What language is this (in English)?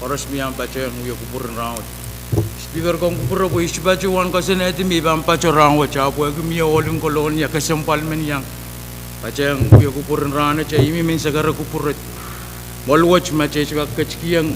Pohnpeian